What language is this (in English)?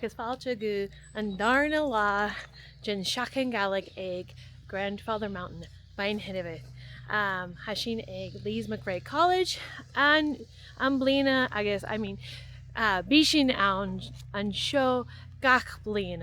Scottish Gaelic